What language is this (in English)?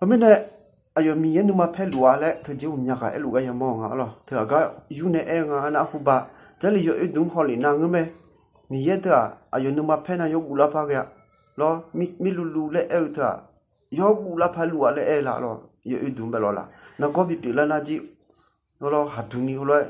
Akha